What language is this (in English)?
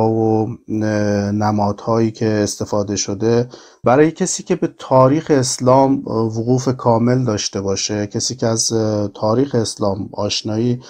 Persian